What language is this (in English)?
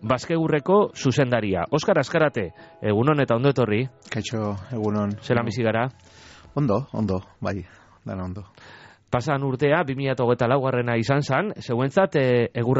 Basque